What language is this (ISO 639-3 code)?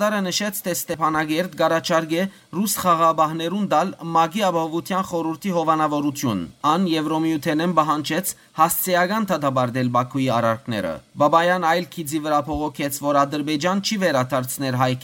hyw